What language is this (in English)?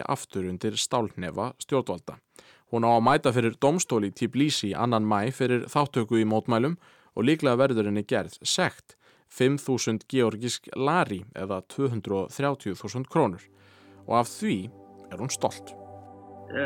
Icelandic